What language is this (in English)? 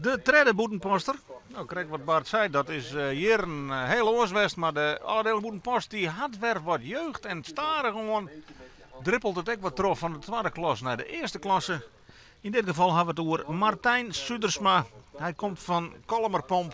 Western Frisian